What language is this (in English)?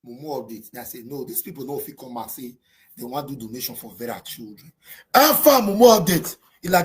Nigerian Pidgin